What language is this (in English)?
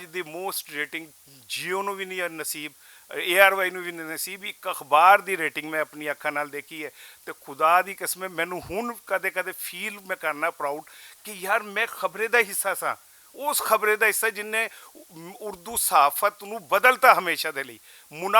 Western Panjabi